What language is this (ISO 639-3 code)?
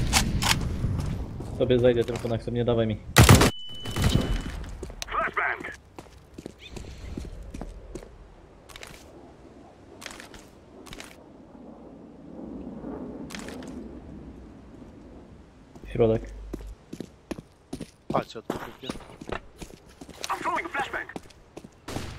pol